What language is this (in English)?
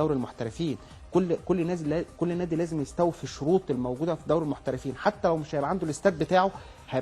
Egyptian Arabic